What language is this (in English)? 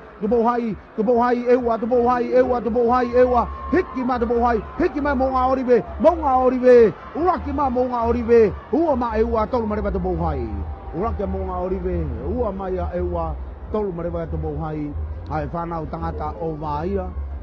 Tongan